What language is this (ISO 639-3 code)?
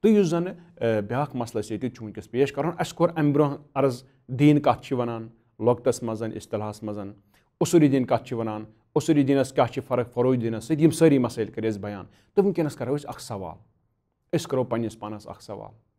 kas